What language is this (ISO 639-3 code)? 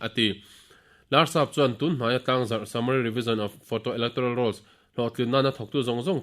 lus